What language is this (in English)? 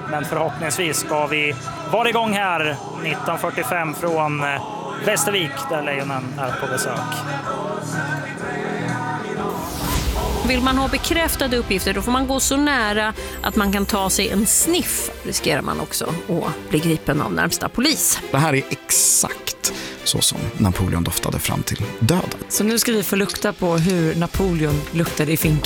Swedish